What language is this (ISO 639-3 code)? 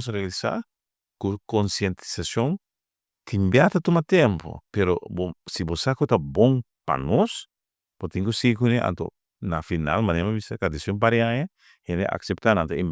pap